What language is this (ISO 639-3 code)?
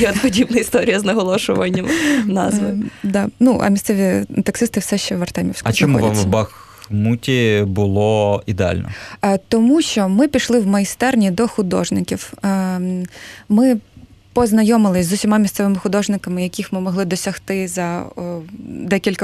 ukr